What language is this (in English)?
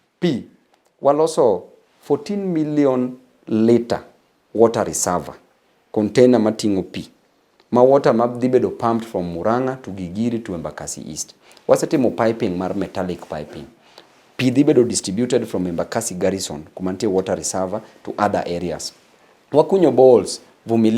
Luo (Kenya and Tanzania)